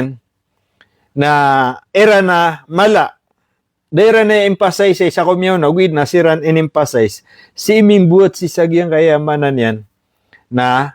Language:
Maranao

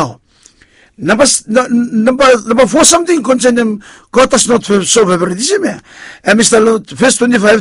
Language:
Bislama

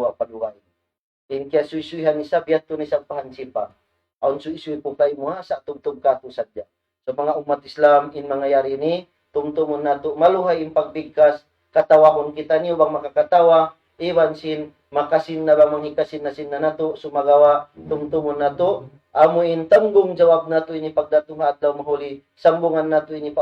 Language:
Tausug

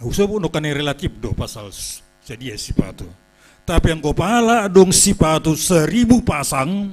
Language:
Batak Simalungun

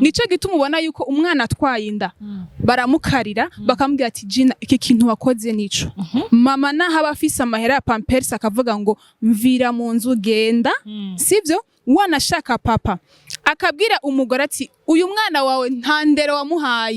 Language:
Rundi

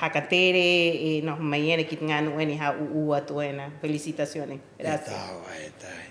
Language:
Rapanui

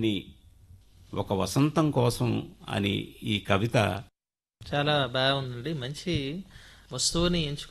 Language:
Telugu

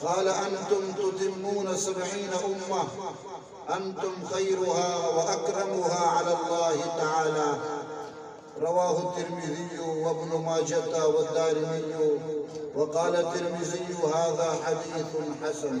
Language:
Eastern Balochi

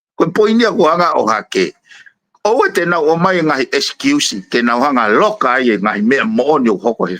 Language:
Tongan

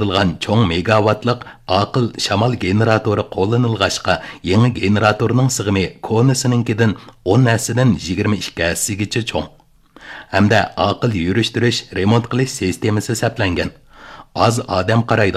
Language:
Uyghur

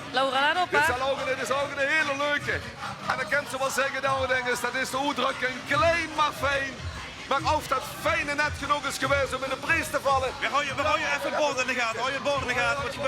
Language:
Limburgish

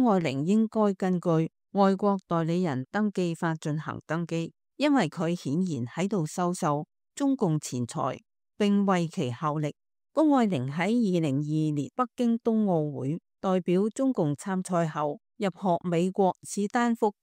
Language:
Cantonese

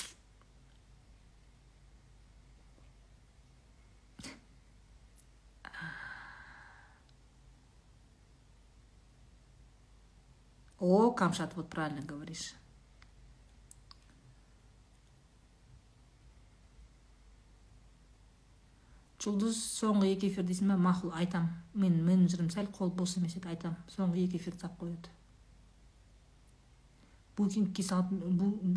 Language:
Kazakh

